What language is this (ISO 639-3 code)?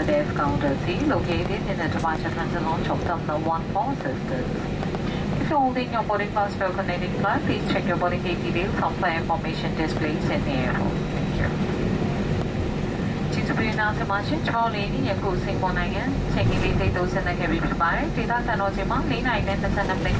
eng